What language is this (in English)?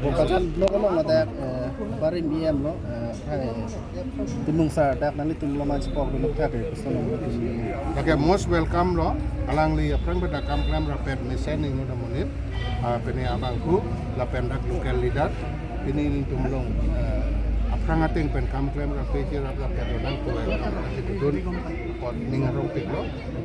Karbi